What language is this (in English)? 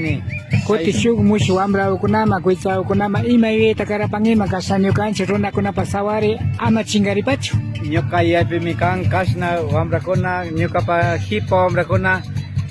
Imbabura Highland Quichua